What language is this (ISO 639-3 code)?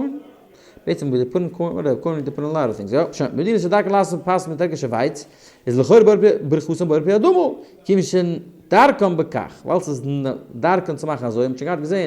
yid